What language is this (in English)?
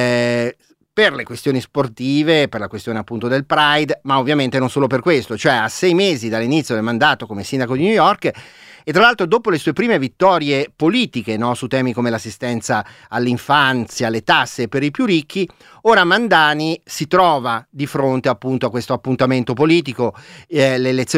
Italian